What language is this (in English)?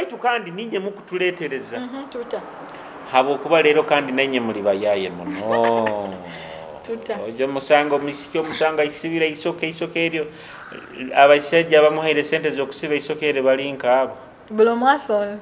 Nyoro